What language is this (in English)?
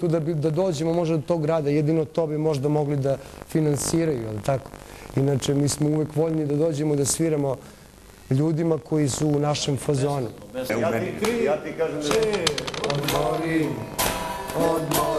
Serbian